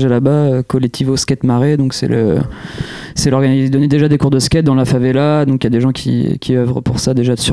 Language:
French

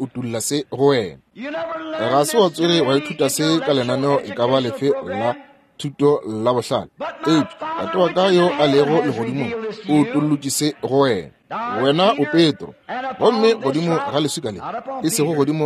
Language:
Northern Sotho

